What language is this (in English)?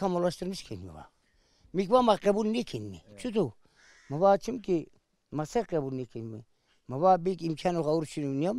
Zaza